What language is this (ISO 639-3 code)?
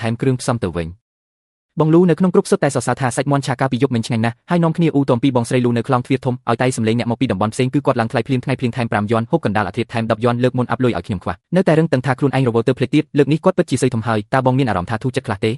khm